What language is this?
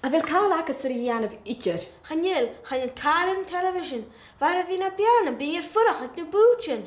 Scottish Gaelic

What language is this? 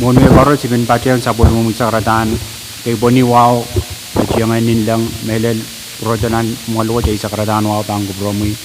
Pohnpeian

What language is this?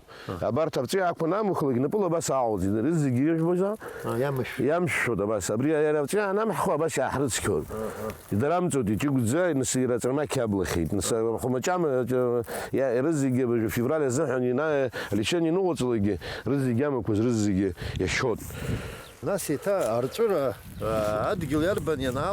Abkhazian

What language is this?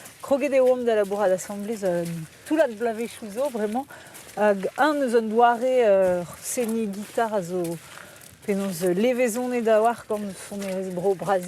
Breton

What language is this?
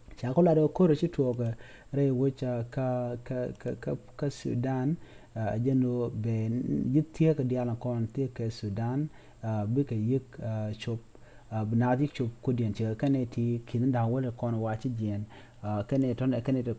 Nuer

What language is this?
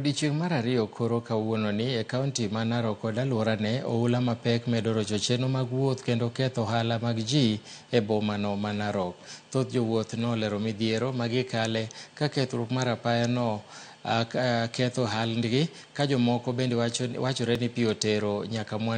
Luo (Kenya and Tanzania)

